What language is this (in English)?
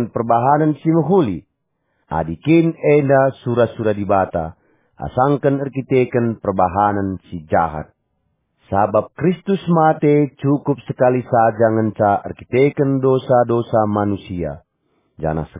Batak Karo